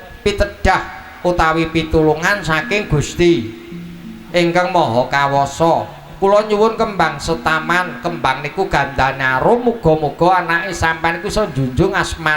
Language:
Javanese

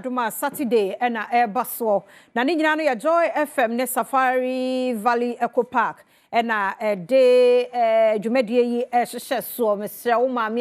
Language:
Akan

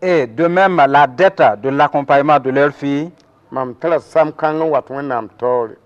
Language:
Mossi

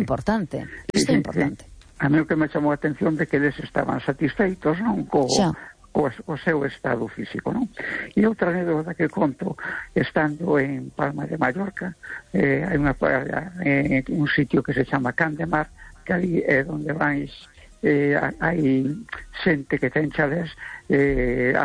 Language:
Galician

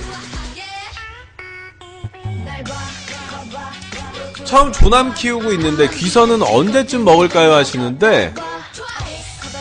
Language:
Korean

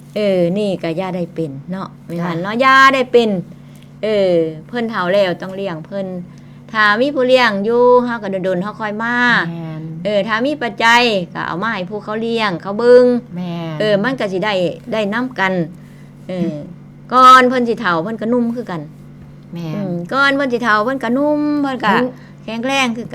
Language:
Northeastern Thai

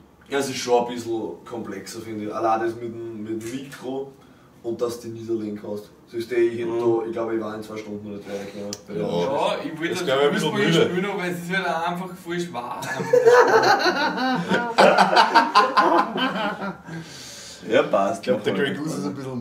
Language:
Bavarian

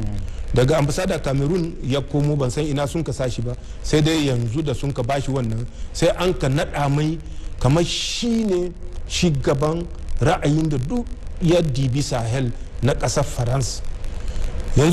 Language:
Hausa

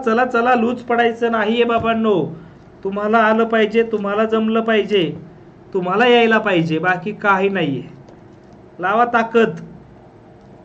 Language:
Marathi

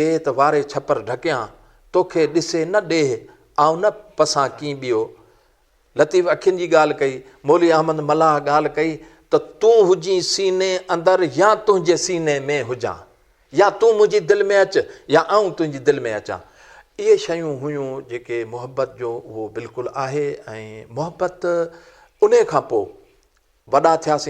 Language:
Sindhi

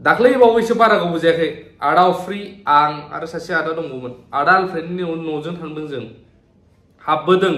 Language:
Bodo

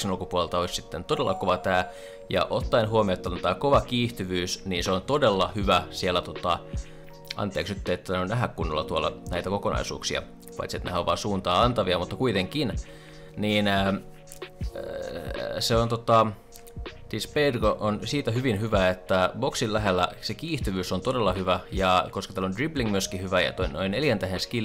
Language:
Finnish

